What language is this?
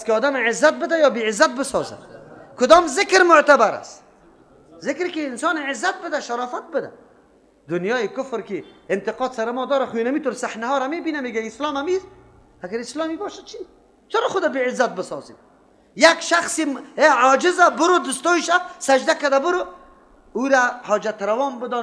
Persian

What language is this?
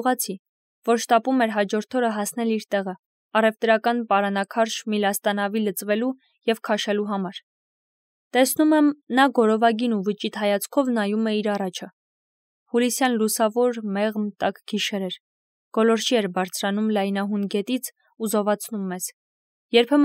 Armenian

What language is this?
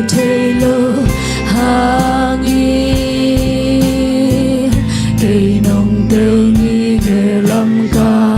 Tedim Chin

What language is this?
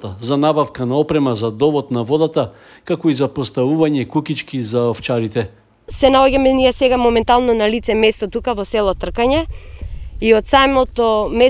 Macedonian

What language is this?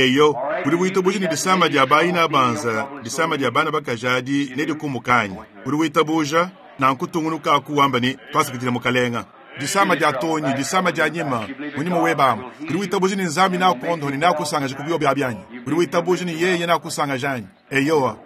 Luba-Lulua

